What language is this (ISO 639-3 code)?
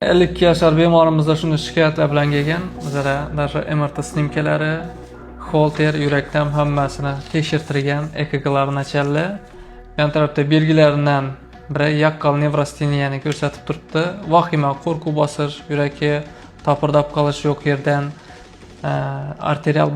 uzb